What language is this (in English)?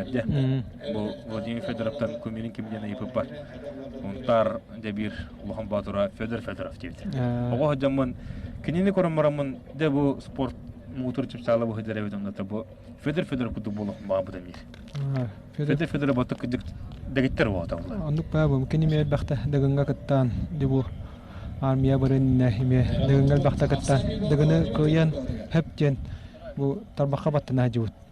Yakut